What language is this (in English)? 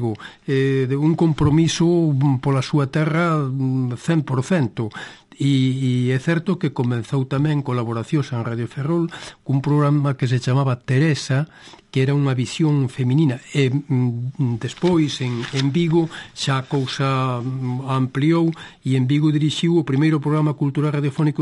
Galician